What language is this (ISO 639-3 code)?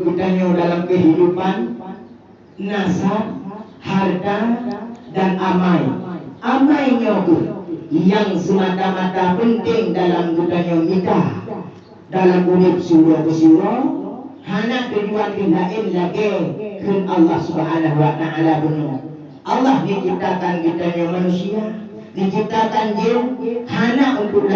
ace